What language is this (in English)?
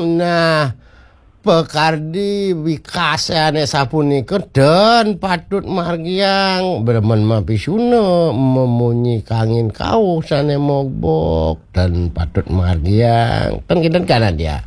Balinese